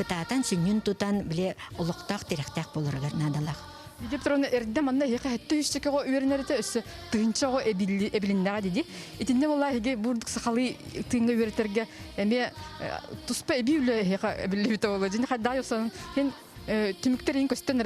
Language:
Yakut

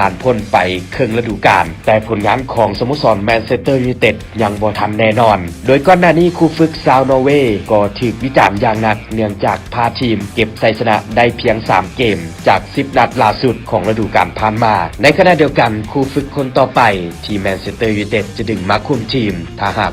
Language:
Lao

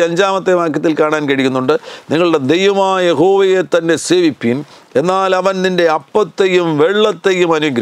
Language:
Malayalam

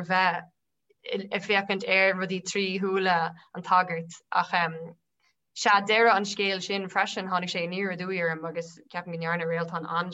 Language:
Irish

